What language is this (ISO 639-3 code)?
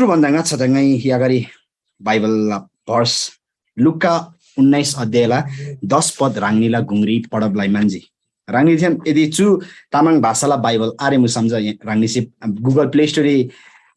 taj